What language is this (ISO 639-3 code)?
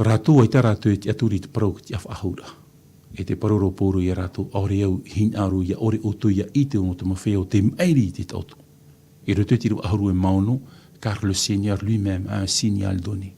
tah